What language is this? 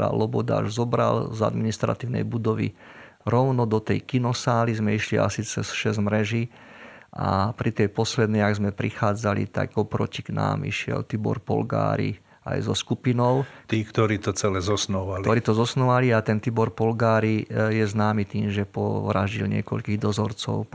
Slovak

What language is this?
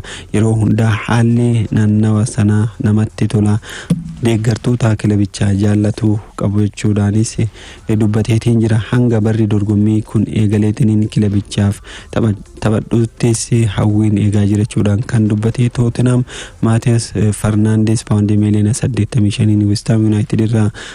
Oromo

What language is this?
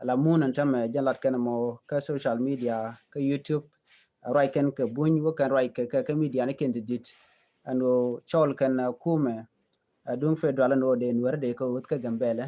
Nuer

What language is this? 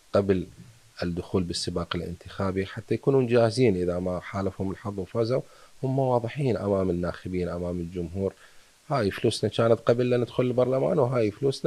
Mesopotamian Arabic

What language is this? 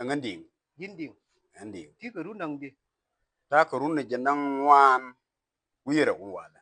Nuer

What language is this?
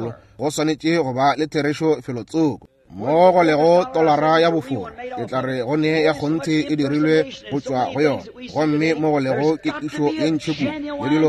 Northern Sotho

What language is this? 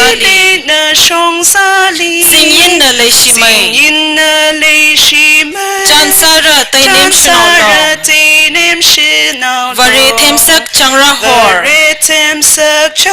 Tangkhul Naga (India)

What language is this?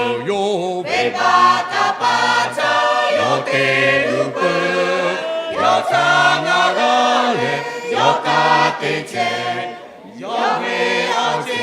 Lahu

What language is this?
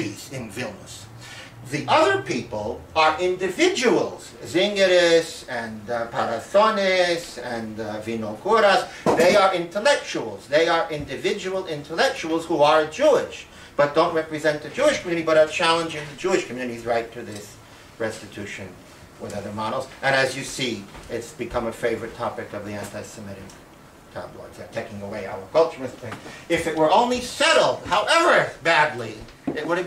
English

